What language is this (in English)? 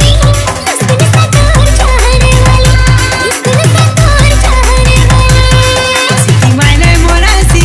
Chhattisgarhi